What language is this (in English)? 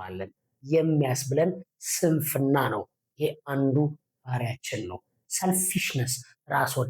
Amharic